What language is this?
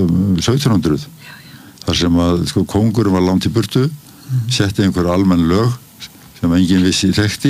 Icelandic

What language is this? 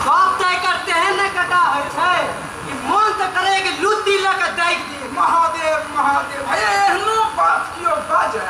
Maithili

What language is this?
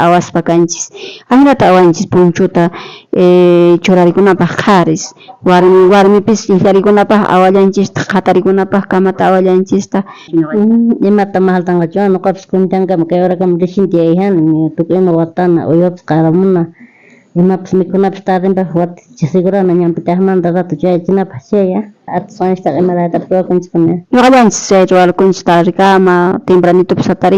South Bolivian Quechua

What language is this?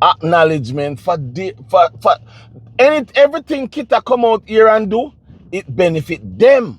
Jamaican Creole English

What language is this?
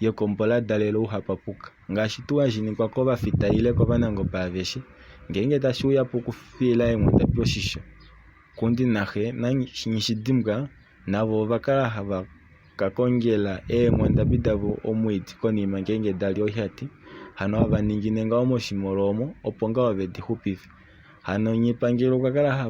Kuanyama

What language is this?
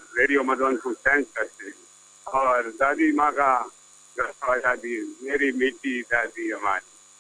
Hindi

